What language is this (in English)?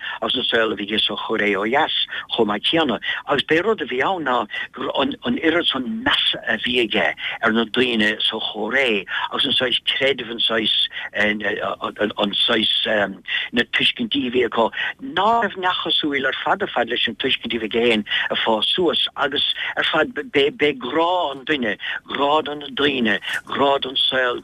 Irish